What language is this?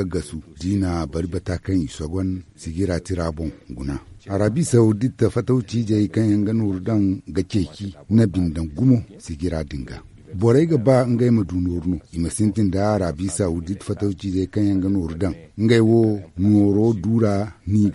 Zarma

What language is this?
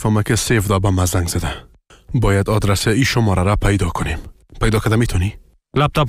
Persian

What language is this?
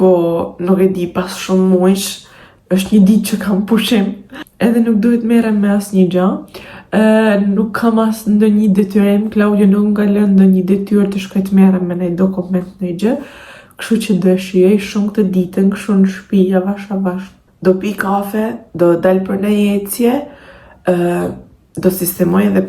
Albanian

